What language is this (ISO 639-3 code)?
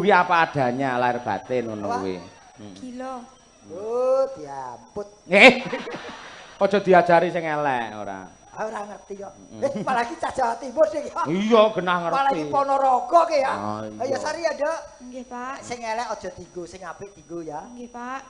jav